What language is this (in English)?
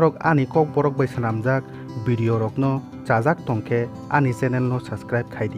Kok Borok